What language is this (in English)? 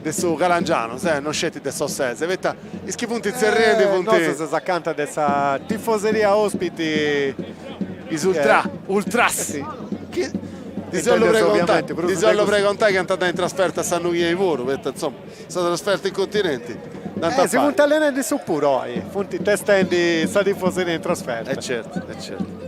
Sardinian